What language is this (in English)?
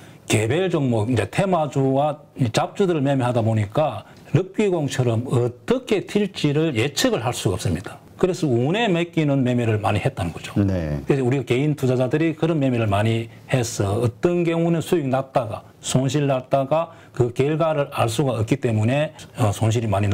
Korean